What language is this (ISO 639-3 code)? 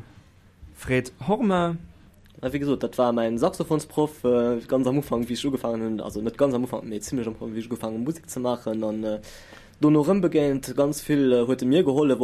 ltz